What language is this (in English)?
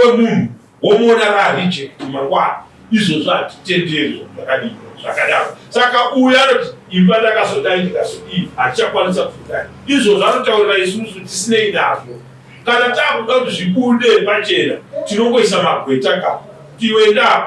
Shona